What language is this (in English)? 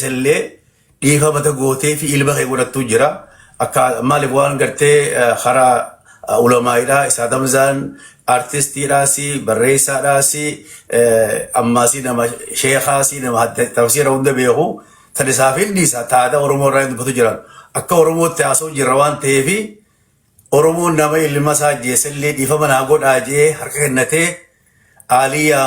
Oromo